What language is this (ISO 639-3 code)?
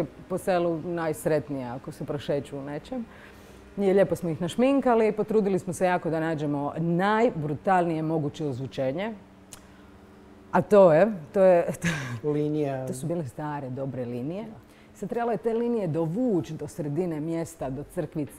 hrv